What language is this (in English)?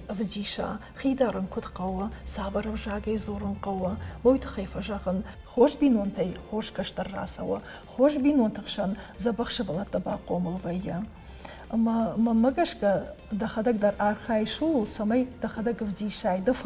Ossetic